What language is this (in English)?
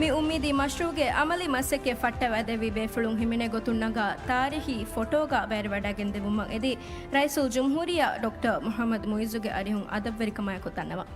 Divehi